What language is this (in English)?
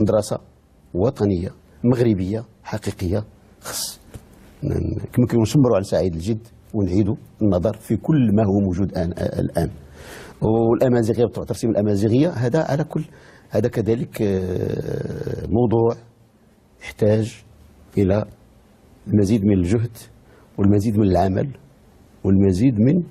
Moroccan Arabic